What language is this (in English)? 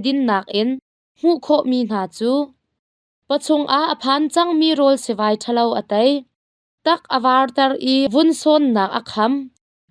Hakha Chin